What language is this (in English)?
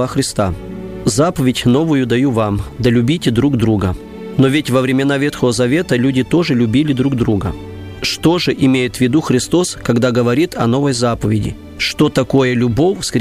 Russian